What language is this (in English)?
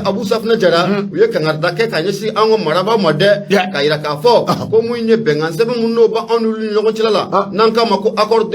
Bambara